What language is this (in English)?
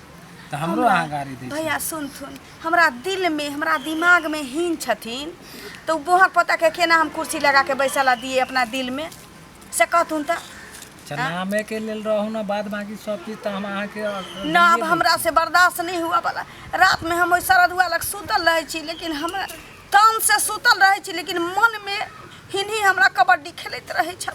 Maithili